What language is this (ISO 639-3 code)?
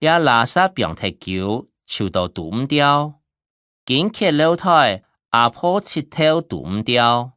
hak